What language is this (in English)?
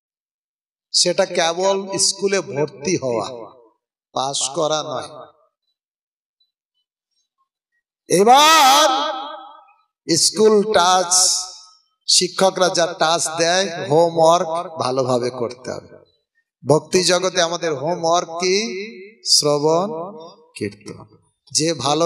Bangla